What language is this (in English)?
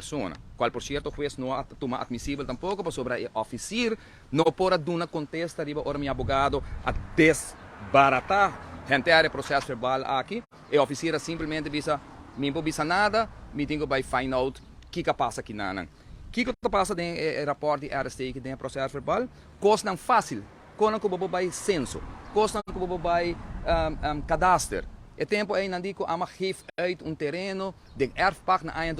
Papiamento